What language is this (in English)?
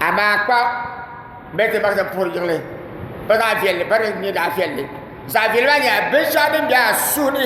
Dagbani